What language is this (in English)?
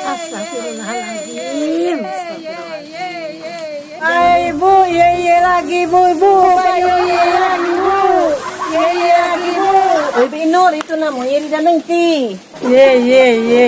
Musi